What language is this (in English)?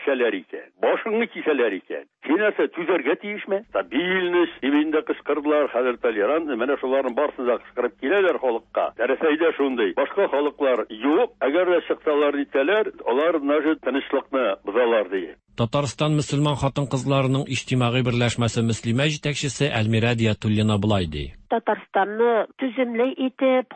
Tatar